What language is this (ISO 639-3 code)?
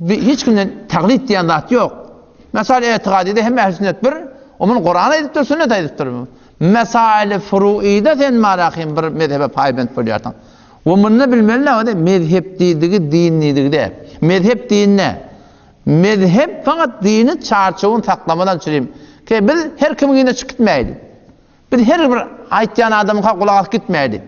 tuk